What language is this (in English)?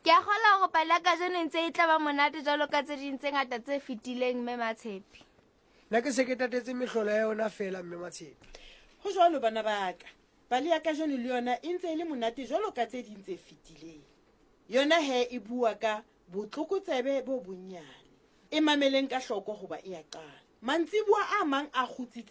Southern Sotho